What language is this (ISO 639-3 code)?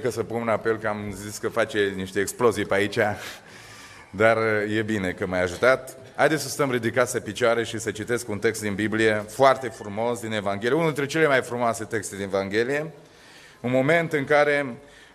ron